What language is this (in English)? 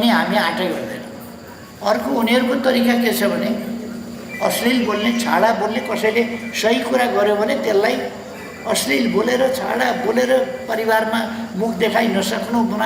Nepali